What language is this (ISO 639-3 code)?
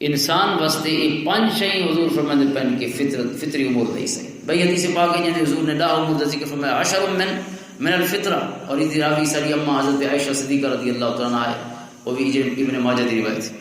lah